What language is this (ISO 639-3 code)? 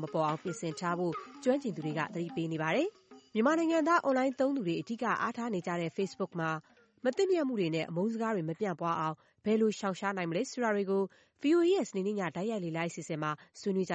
mya